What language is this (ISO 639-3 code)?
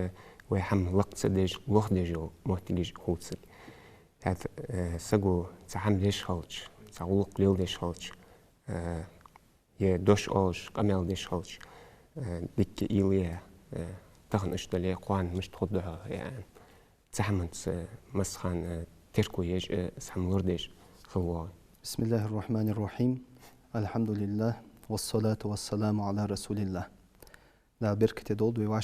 inh